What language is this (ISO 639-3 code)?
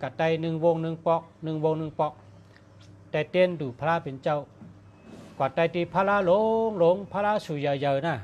shn